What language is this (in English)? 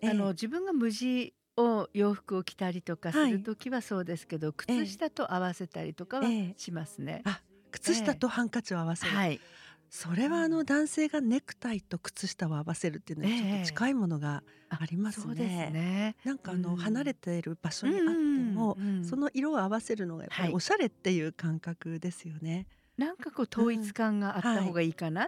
Japanese